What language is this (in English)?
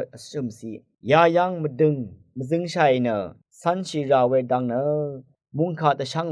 Rawang